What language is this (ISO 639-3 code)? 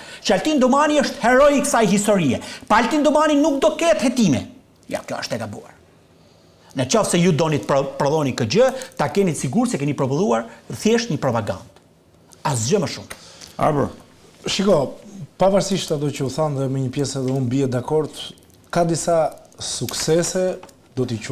sqi